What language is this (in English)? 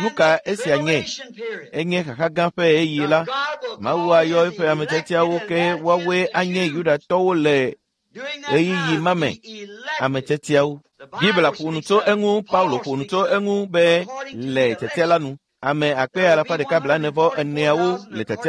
Ewe